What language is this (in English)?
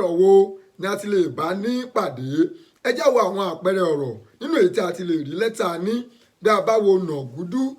Yoruba